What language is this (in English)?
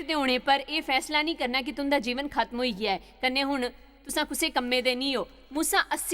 Dogri